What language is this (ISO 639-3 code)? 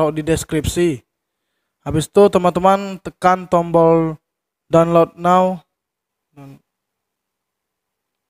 ind